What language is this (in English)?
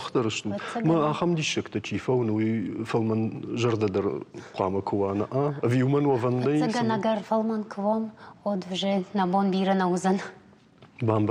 Ossetic